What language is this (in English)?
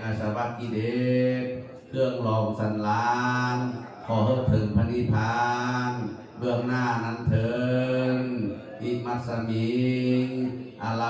Pali